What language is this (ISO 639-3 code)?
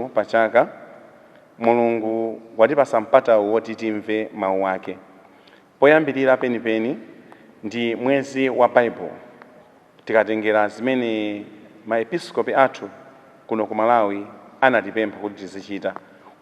nya